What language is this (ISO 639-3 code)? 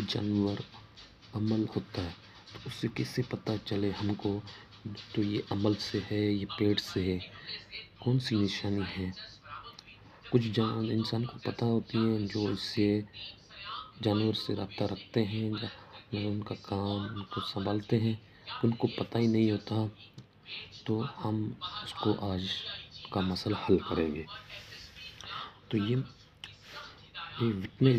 urd